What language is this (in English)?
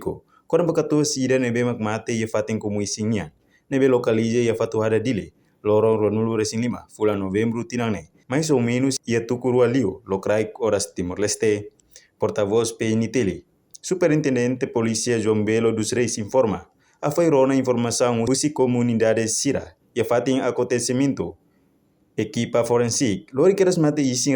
Tetum